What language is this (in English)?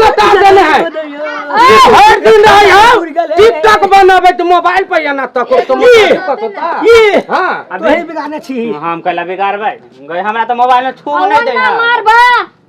Maithili